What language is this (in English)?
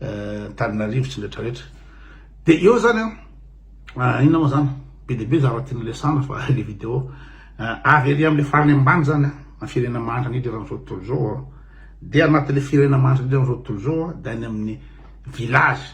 Malagasy